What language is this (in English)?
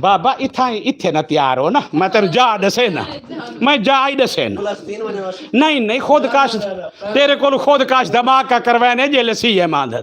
Western Panjabi